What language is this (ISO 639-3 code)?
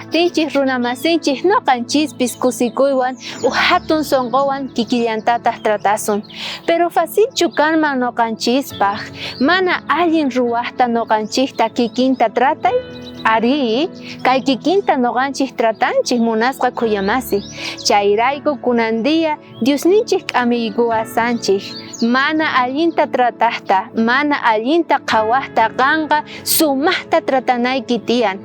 quh